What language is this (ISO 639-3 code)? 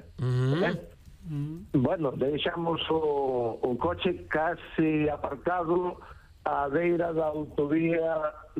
glg